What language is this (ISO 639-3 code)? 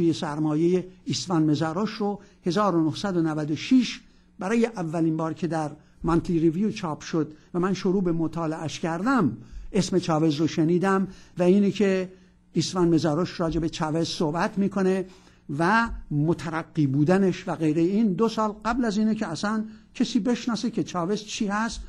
fas